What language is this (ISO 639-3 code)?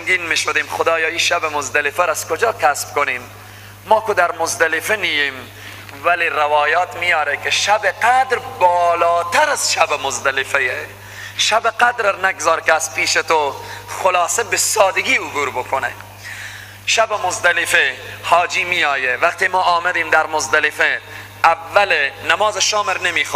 fas